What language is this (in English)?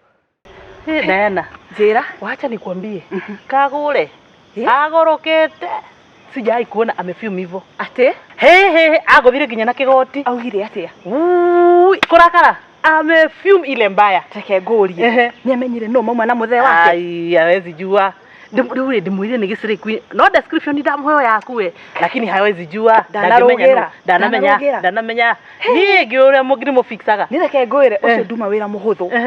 Kikuyu